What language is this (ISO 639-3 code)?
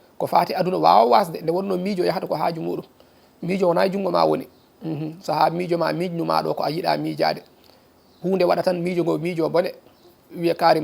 ful